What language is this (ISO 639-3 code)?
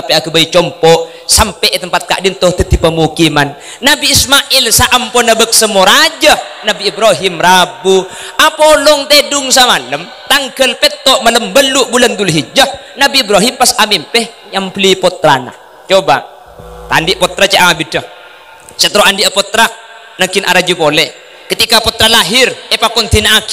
mad